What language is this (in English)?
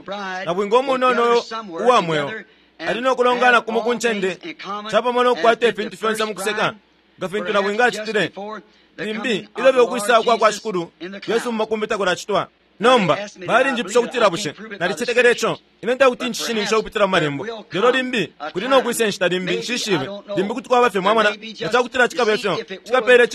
Bemba